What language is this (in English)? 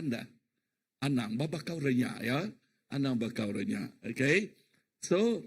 Iban